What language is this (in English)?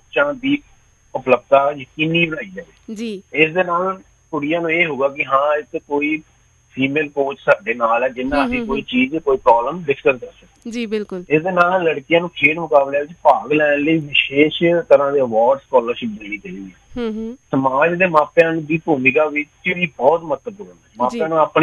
Punjabi